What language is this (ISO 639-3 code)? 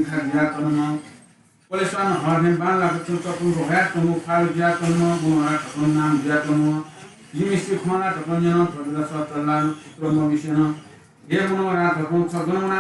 new